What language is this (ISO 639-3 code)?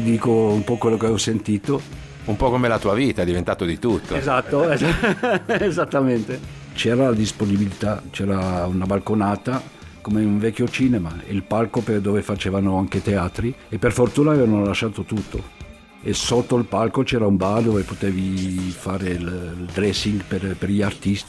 ita